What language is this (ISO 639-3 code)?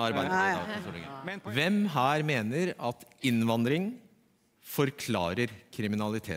nor